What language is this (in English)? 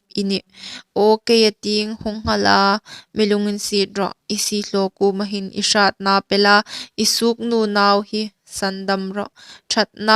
Hmar